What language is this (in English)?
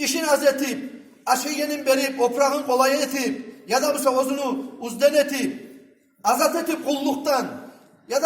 Kumyk